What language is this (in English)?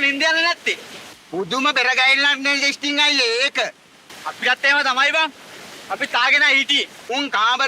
Sinhala